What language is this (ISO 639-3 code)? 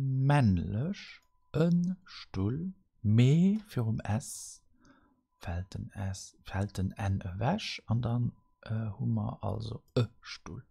ltz